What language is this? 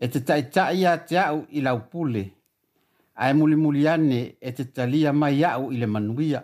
Samoan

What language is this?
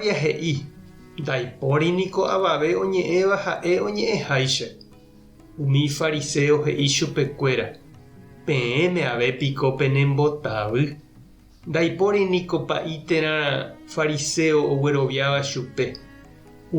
Guarani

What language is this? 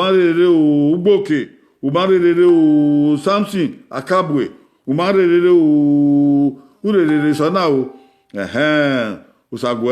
Bini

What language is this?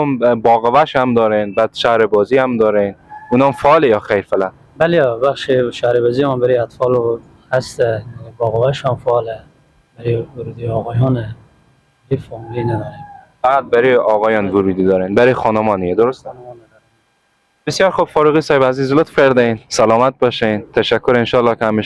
Persian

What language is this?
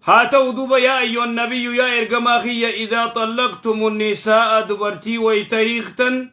Oromo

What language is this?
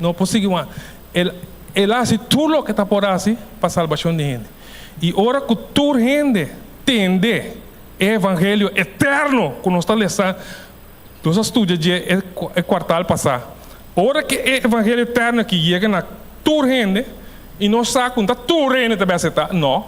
Papiamento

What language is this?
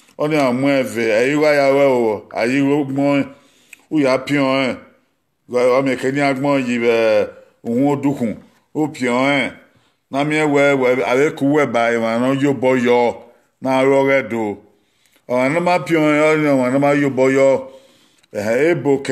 Bini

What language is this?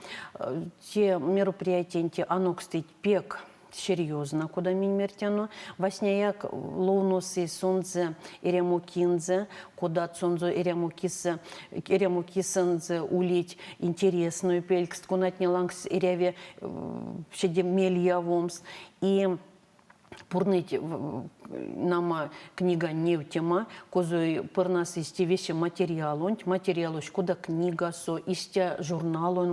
Erzya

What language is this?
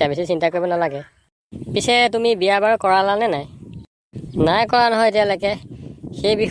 Assamese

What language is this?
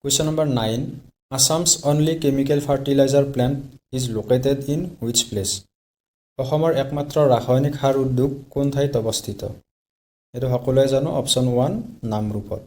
Assamese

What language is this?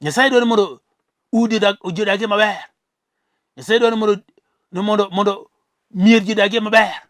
Luo (Kenya and Tanzania)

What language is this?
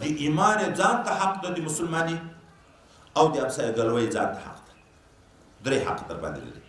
Pashto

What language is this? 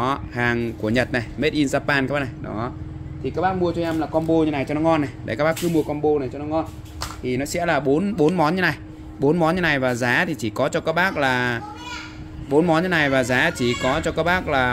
Vietnamese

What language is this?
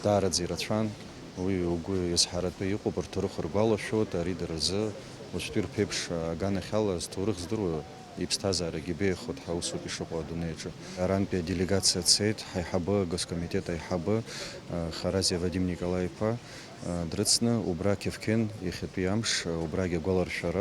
Abkhazian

